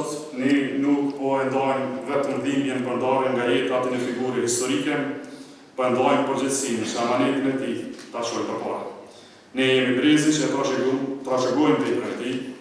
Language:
Albanian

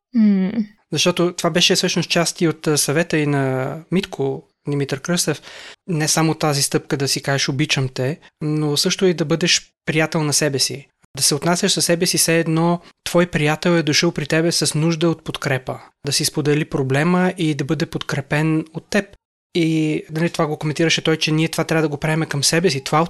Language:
Bulgarian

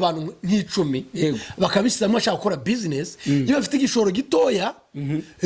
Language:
Kinyarwanda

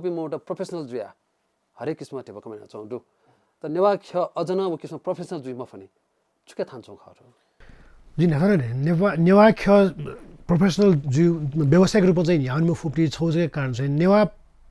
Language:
Newari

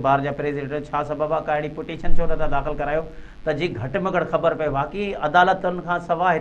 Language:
Sindhi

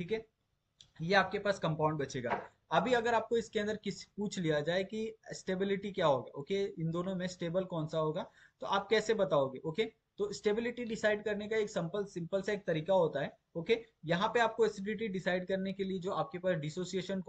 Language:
Hindi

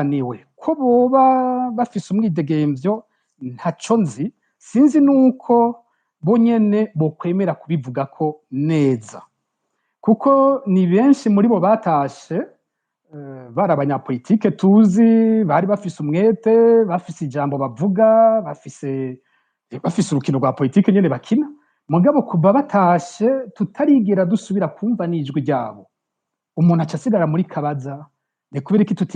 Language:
Rundi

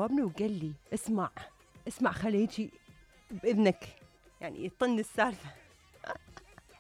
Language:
Mesopotamian Arabic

